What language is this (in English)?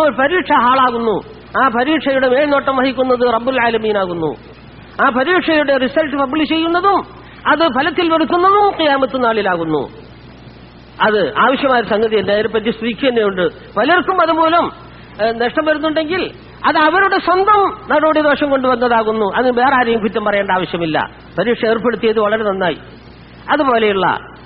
Malayalam